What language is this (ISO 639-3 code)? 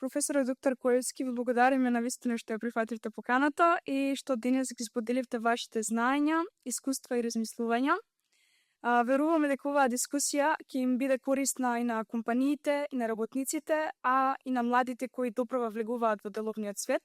mkd